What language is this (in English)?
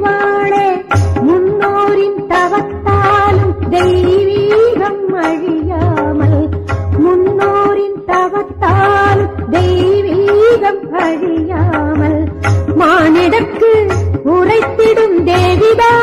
Tamil